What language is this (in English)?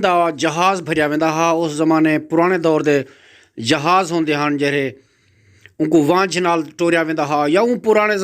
Saraiki